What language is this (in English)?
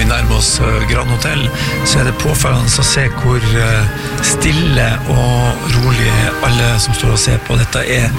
Norwegian